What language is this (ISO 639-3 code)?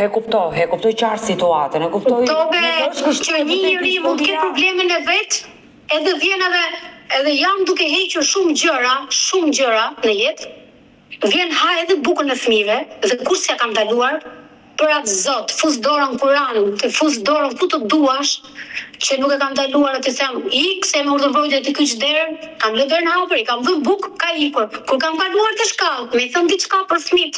sqi